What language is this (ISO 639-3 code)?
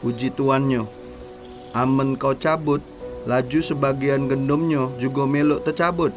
mui